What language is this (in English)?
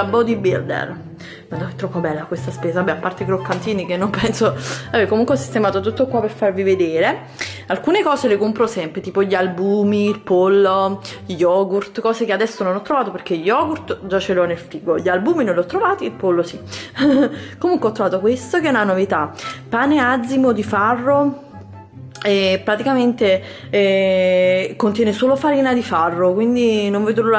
Italian